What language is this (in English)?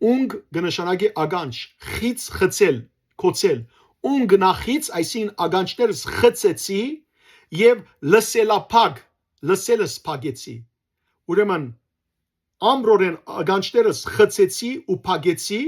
Western Armenian